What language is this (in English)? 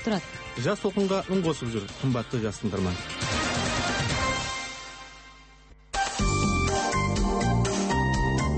Kazakh